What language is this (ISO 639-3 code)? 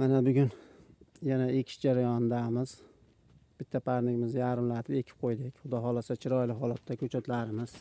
uzb